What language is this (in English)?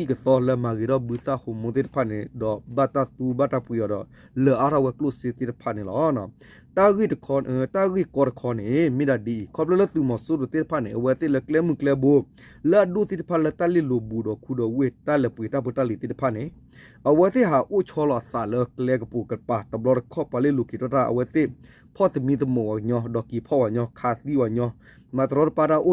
S'gaw Karen